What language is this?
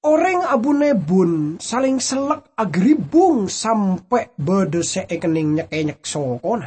Madurese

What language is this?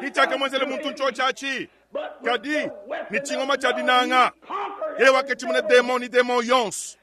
Luba-Lulua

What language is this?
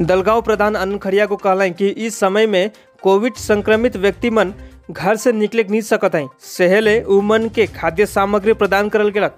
Sadri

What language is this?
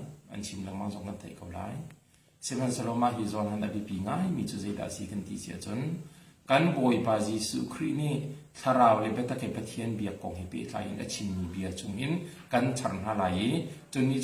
Hakha Chin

